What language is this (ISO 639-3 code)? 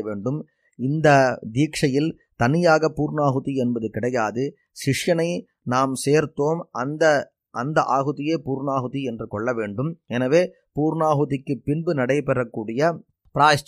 tam